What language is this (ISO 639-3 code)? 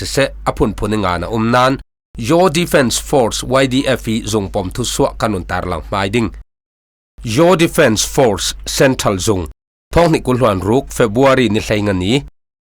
cfm